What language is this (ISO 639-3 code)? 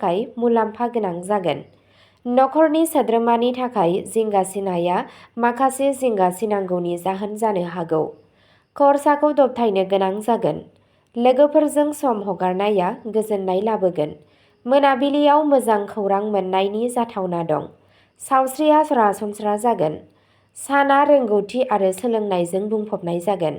brx